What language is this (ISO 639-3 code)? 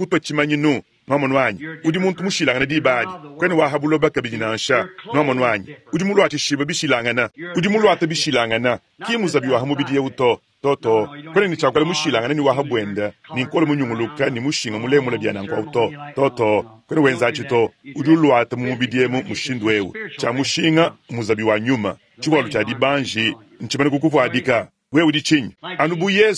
lua